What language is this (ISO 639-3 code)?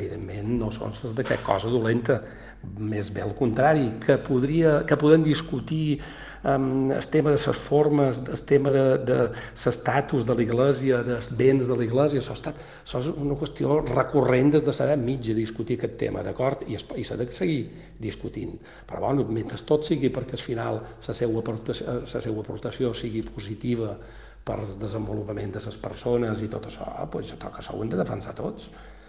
cat